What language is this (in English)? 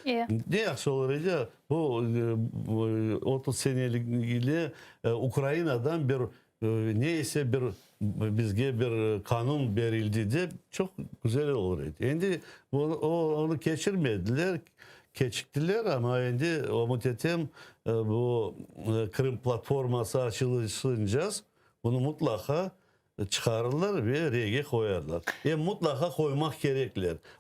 Crimean Tatar